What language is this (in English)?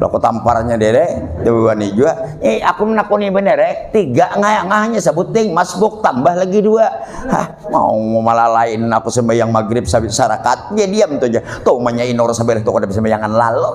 Banjar